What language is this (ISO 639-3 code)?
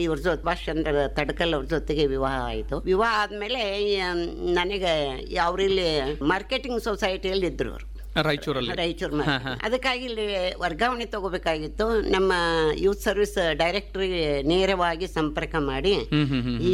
kan